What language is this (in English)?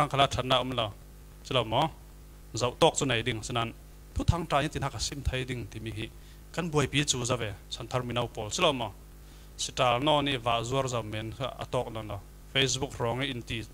Falam Chin